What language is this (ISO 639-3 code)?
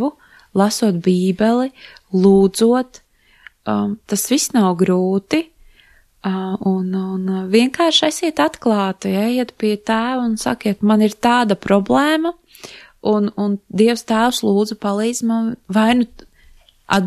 lav